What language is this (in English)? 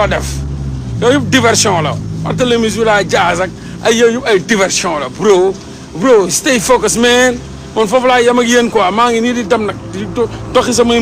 Wolof